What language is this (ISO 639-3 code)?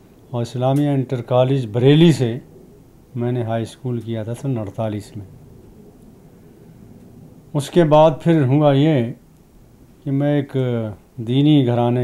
urd